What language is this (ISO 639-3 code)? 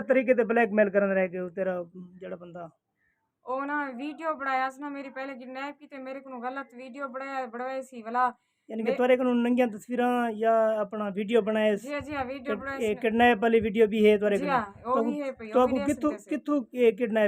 skr